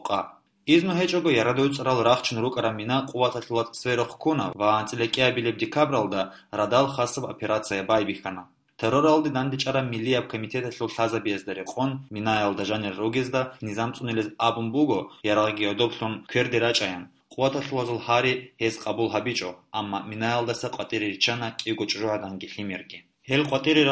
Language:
Avaric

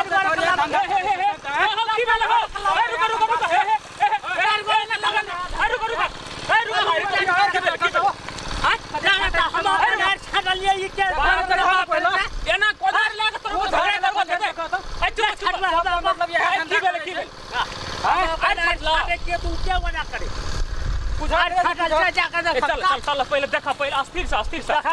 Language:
Maithili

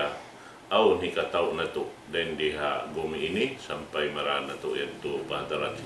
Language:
Tausug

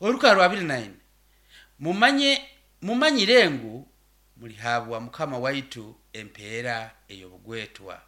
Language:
Nyoro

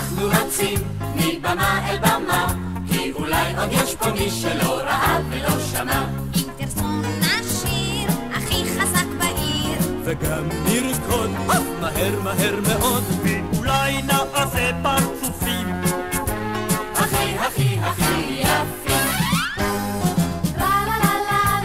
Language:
Hebrew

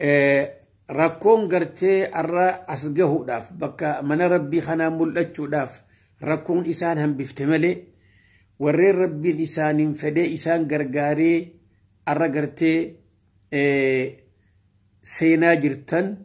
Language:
Oromo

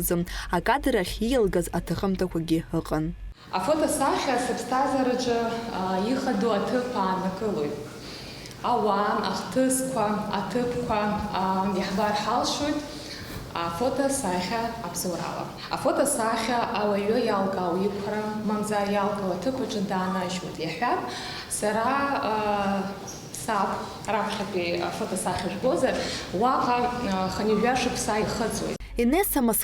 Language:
Abkhazian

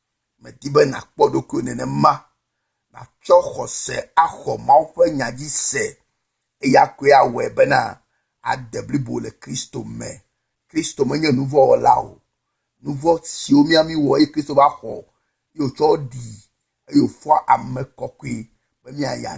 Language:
Ewe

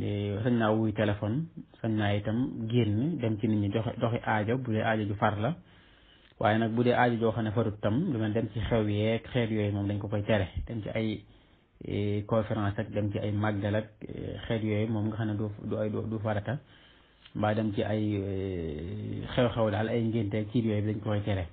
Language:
Wolof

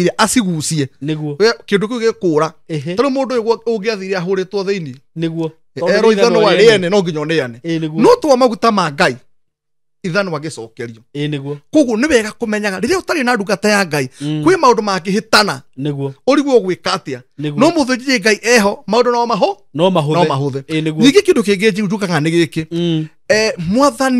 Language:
Kikuyu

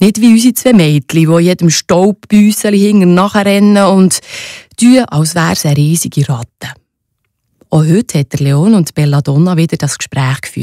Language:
Swiss German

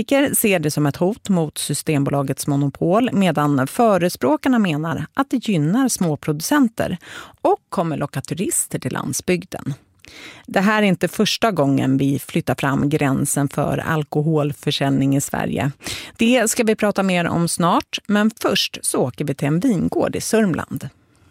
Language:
Swedish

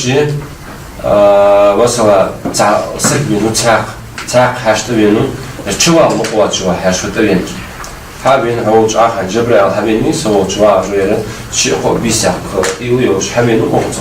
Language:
Ingush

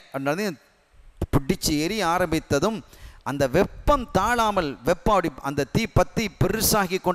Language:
Tamil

